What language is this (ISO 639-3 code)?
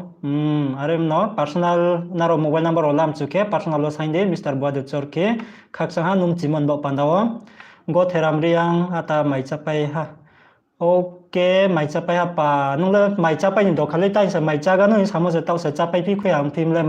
ria